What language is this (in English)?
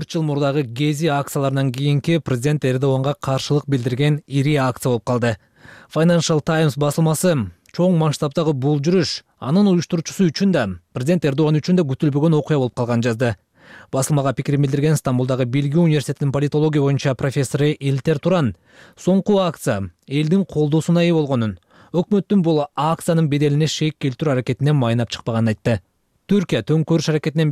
Kyrgyz